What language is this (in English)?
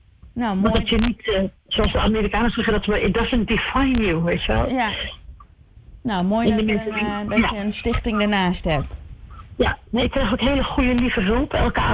Dutch